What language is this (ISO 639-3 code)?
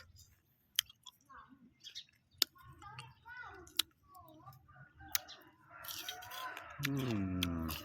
lao